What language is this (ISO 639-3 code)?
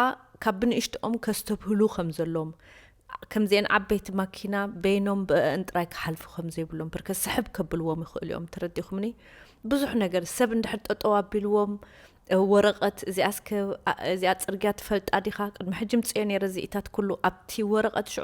tir